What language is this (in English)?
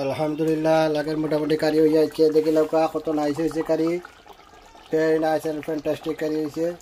Sylheti